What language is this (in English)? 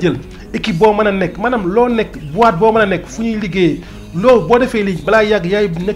Wolof